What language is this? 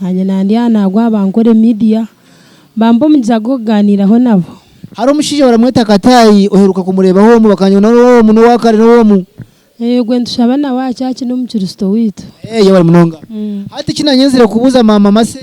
Nyankole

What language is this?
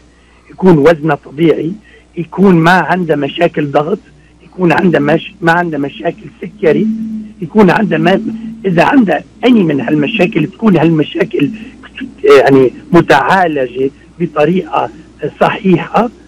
North Levantine Arabic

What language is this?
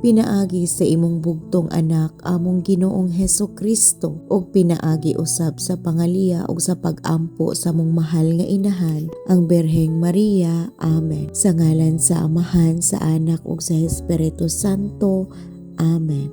Cebuano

